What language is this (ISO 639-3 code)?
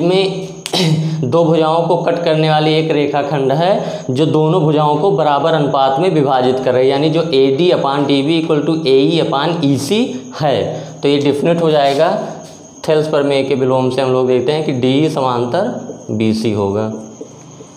hin